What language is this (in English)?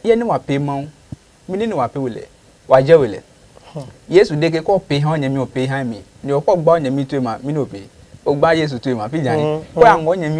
Adangme